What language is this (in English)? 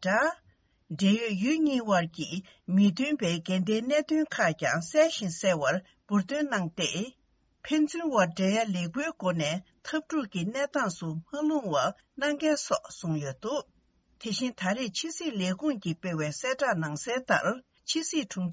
Tibetan